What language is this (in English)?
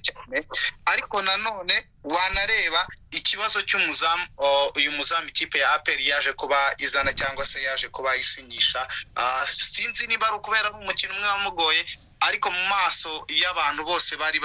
Kinyarwanda